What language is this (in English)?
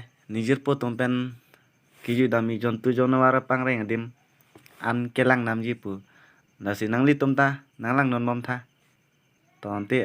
Karbi